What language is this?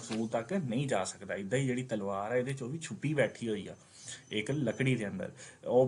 Punjabi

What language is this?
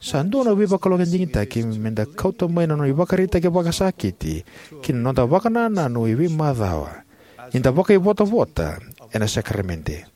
Fijian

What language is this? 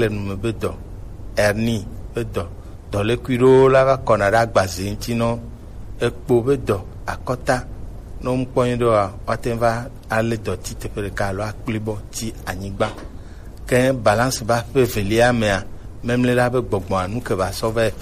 Gen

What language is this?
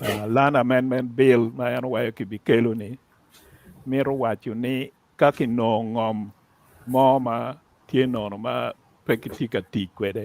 Acoli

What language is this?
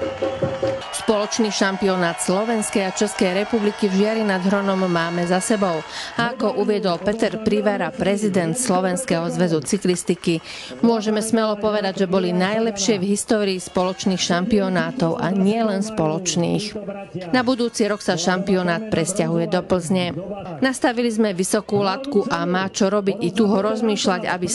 Slovak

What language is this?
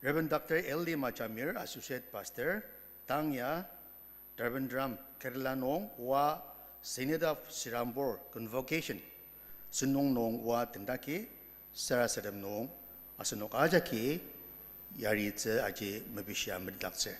Ao Naga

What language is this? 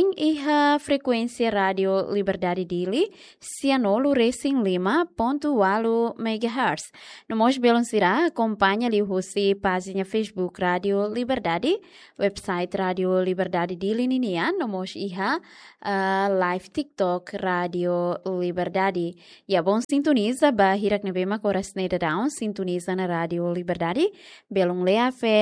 Tetum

